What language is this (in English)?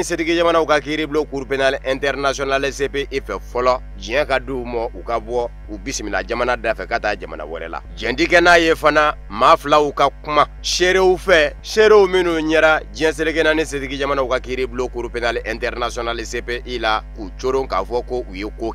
Bambara